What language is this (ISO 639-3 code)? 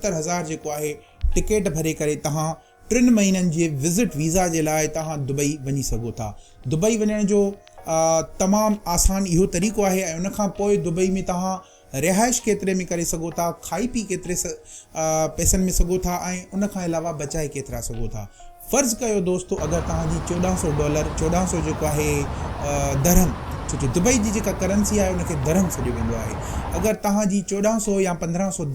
snd